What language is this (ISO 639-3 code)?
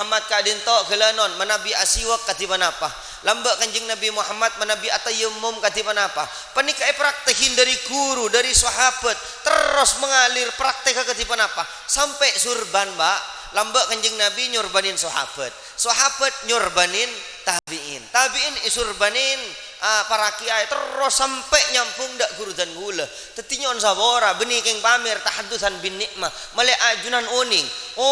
mad